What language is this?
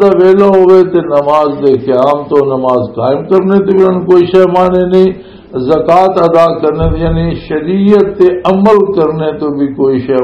Western Panjabi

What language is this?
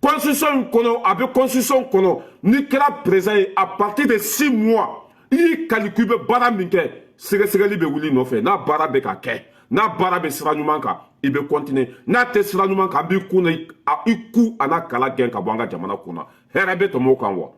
Bambara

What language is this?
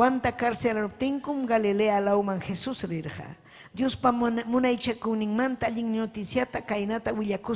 Ayacucho Quechua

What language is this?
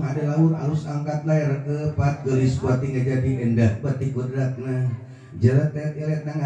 Sundanese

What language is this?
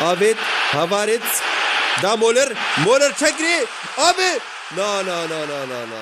Kurdish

